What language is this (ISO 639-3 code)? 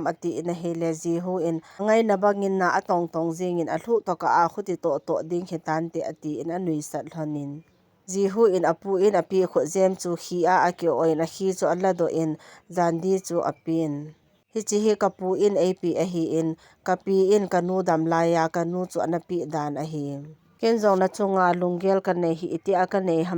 tcz